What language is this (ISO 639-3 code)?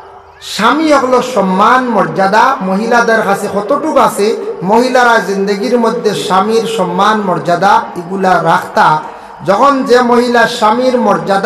syl